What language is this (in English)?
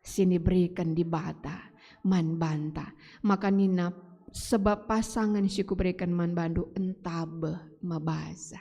Batak Karo